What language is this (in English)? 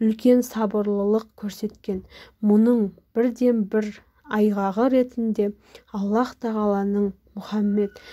Kazakh